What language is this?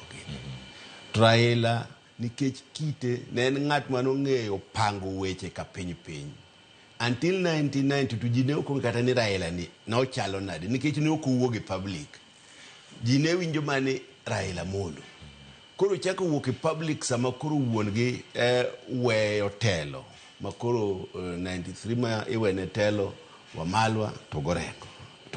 Luo (Kenya and Tanzania)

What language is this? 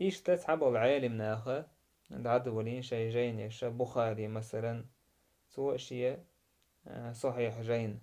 Chechen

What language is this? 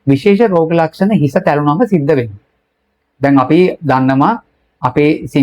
Sinhala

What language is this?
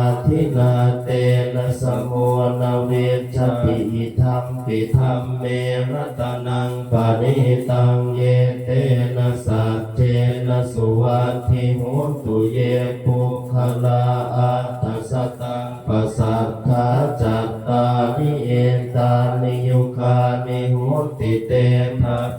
Pali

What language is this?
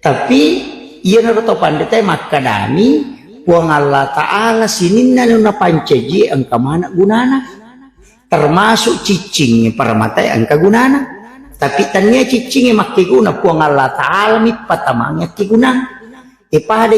Buginese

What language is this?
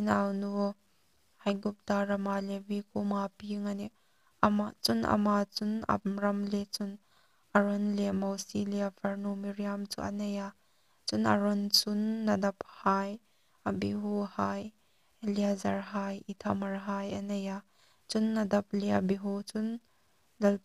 Hmar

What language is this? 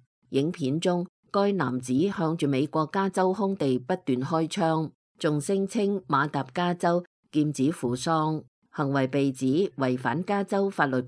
Cantonese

